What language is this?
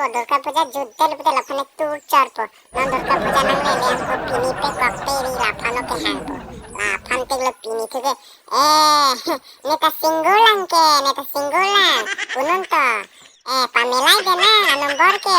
Karbi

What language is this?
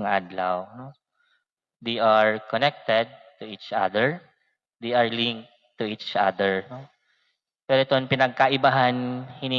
Waray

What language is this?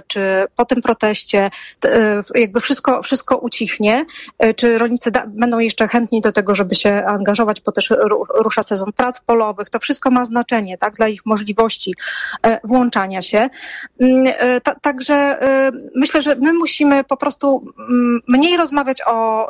Polish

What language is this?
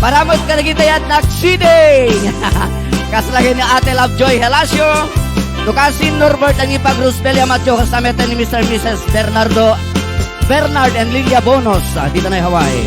Iloko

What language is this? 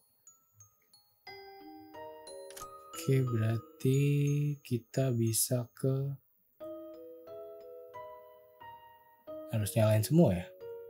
Indonesian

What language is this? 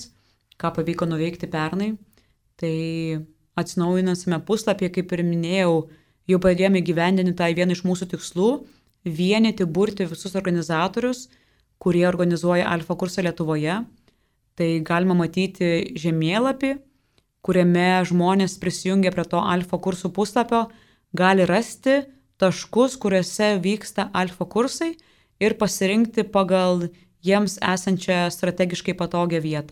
Lithuanian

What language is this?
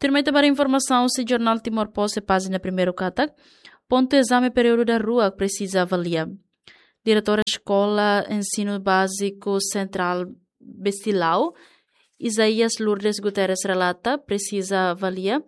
Tetum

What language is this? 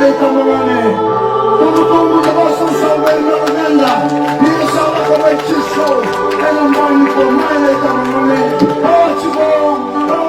Fijian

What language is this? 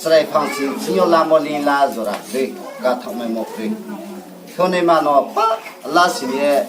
Riang (India)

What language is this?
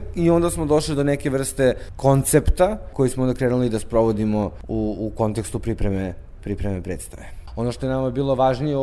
Serbian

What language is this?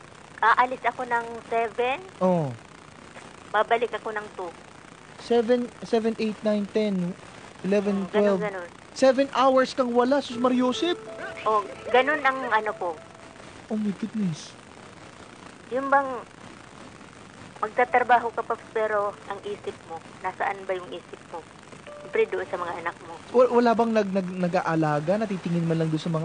Filipino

